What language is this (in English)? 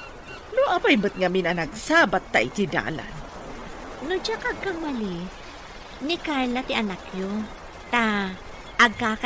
Iloko